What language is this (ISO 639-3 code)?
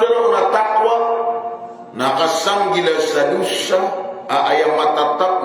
mrw